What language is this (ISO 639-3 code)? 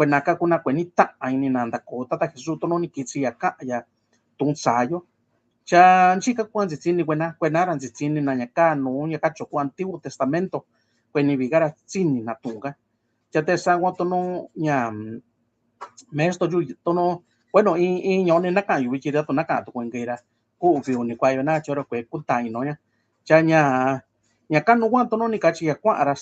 mix